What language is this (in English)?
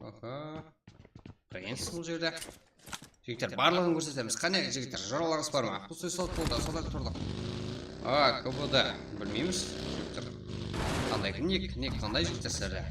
Kara-Kalpak